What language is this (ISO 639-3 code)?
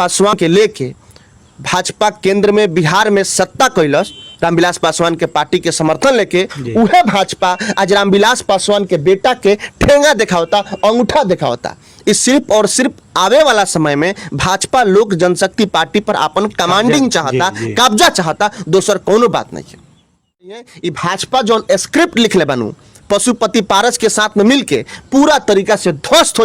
bho